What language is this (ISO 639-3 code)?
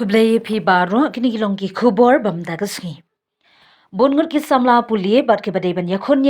kha